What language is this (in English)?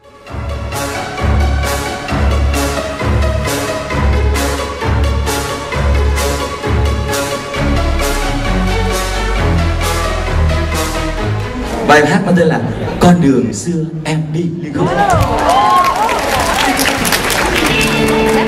Vietnamese